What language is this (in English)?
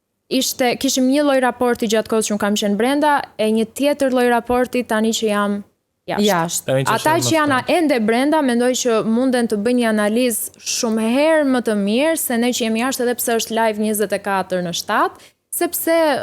Albanian